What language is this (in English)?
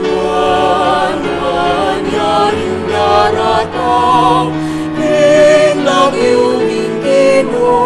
Pampanga